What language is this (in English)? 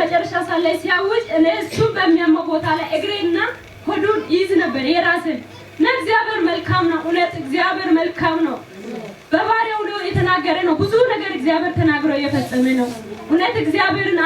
Amharic